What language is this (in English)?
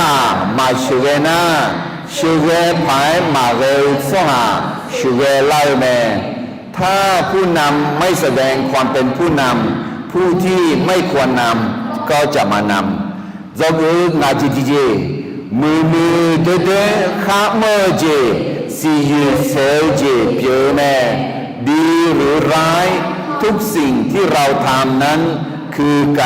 Akha